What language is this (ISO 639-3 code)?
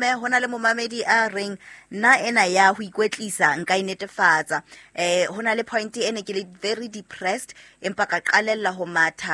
sot